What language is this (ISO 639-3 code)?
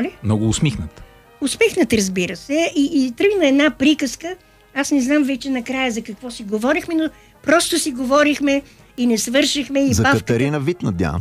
bul